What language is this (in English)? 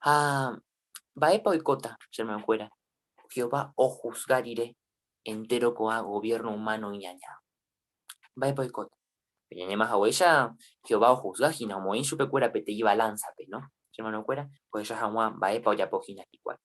Guarani